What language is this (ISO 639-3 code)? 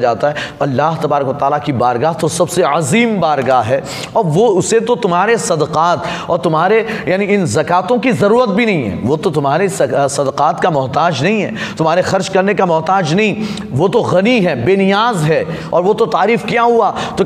urd